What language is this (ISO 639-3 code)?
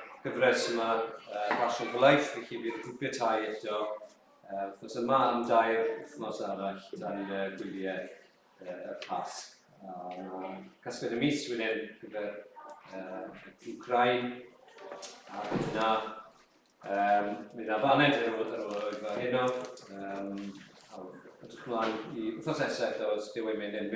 cym